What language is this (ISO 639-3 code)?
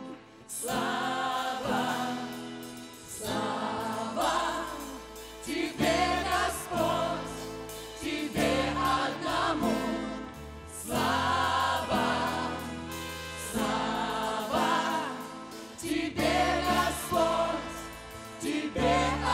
rus